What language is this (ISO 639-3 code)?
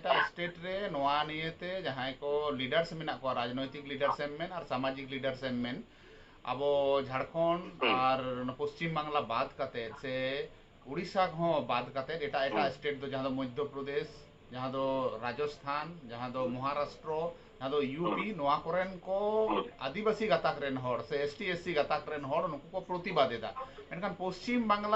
sat